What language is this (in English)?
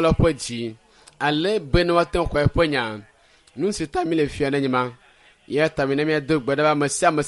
Ewe